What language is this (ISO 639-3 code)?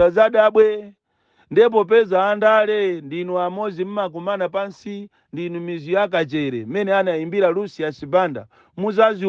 nya